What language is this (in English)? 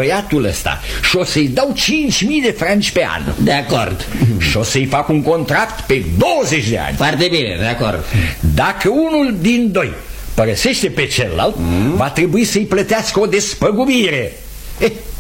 Romanian